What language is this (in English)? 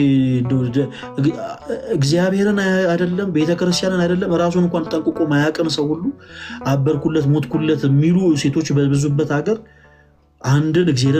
Amharic